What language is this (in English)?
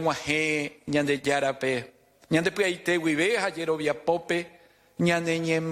Guarani